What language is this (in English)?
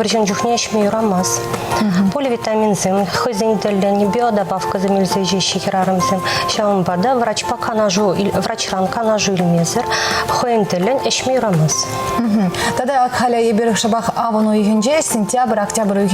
Chuvash